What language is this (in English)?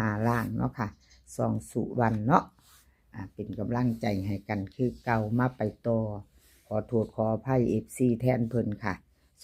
Lao